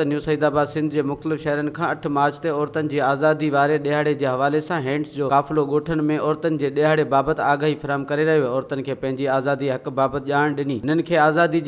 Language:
Sindhi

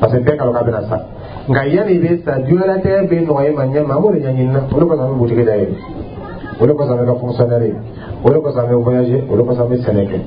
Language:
Dyula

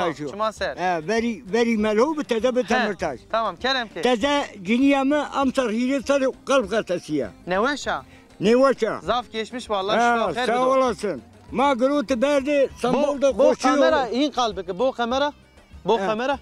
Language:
Zaza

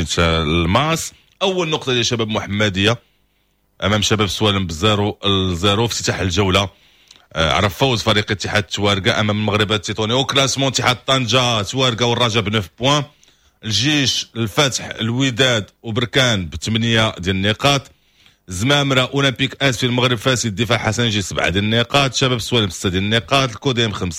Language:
Moroccan Arabic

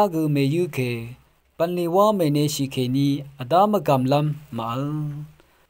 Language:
Rawang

